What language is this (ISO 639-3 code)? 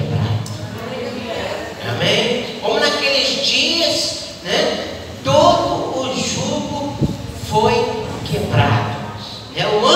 por